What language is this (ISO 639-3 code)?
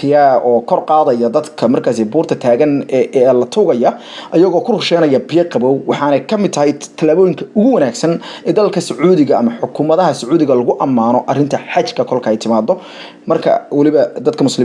som